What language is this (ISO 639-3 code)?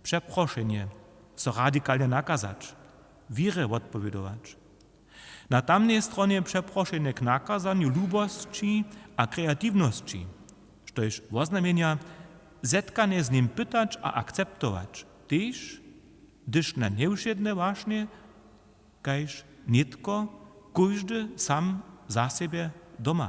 hsb